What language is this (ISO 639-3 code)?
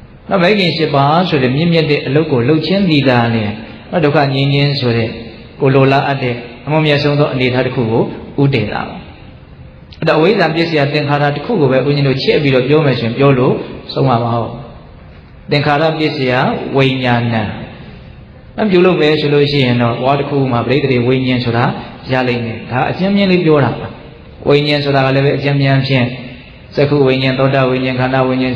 mya